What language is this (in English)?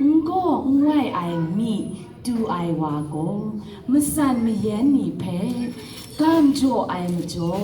Kachin